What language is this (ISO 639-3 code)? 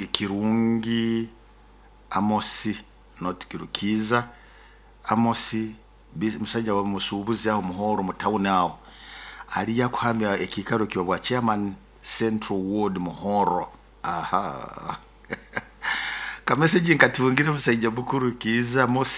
nyo